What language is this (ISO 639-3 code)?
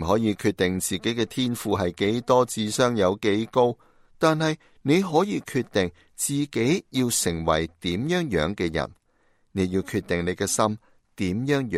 yue